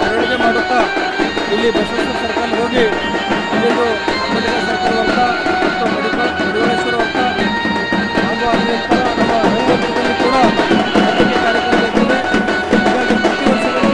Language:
Kannada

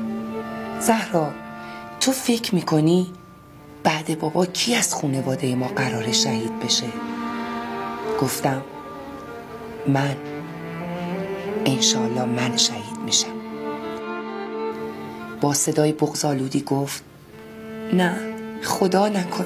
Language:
Persian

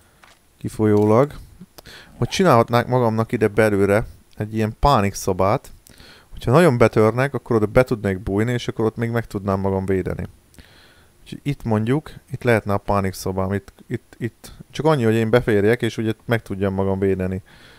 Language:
Hungarian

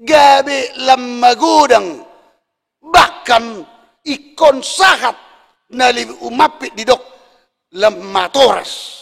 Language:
Batak Toba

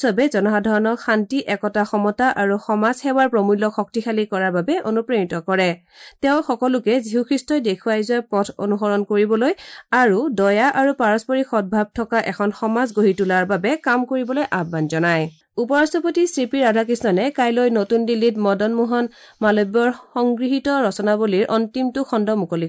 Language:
Assamese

